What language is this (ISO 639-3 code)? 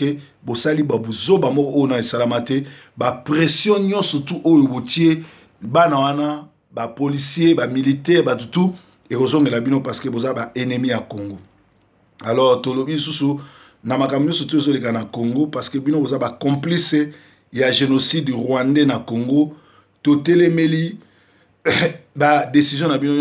lin